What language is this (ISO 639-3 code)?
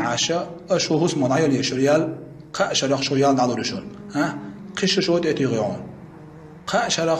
che